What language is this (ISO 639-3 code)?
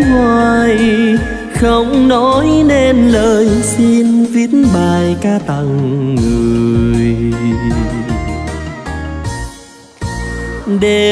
vie